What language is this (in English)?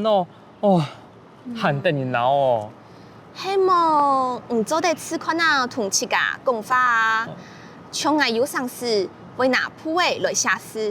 Hakka Chinese